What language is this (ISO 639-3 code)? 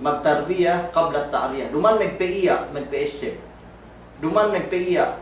yka